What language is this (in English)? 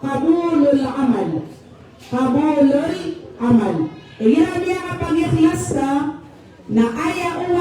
Maranao